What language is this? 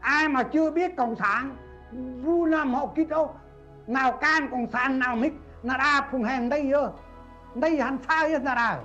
Central Mnong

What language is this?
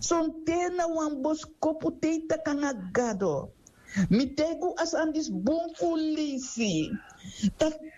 Sranan Tongo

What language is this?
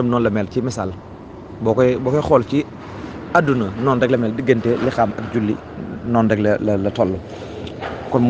Wolof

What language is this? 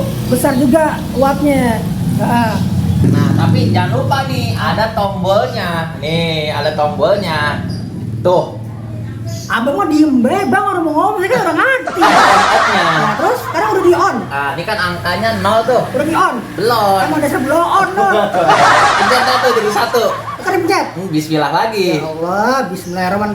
Betawi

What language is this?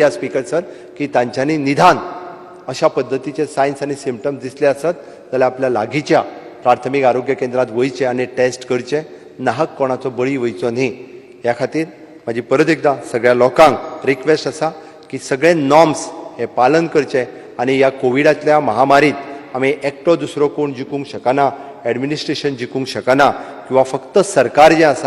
Konkani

